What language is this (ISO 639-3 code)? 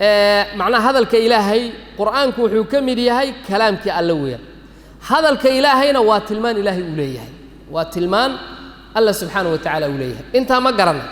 som